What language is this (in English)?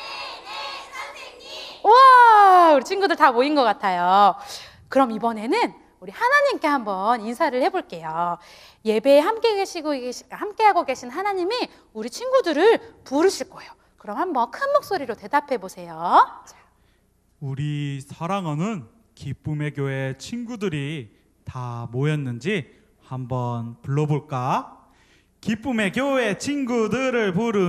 Korean